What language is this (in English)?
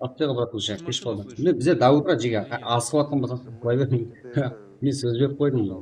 Kara-Kalpak